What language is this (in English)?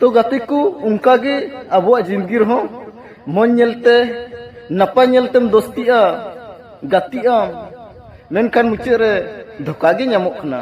Santali